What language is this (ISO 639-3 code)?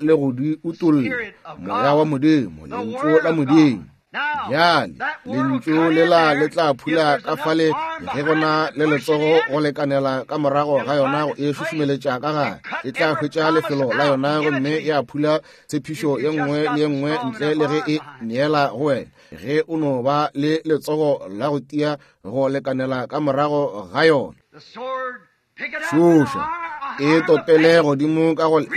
nso